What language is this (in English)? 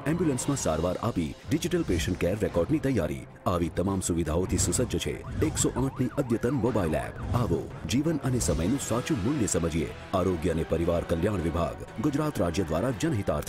Gujarati